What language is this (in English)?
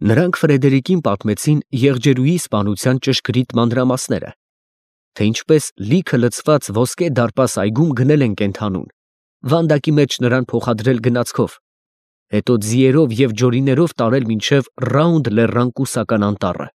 Armenian